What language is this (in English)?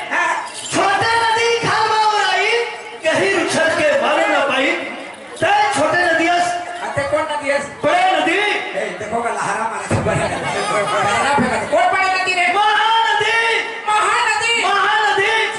Chhattisgarhi